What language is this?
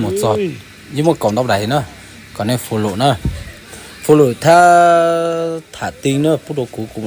Hmong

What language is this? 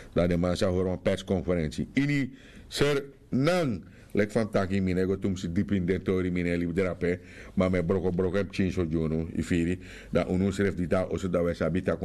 Sranan Tongo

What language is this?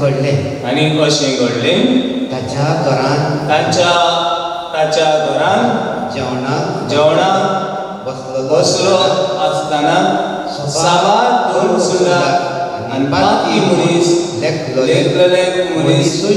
Konkani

